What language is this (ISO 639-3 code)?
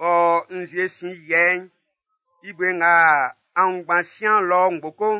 bci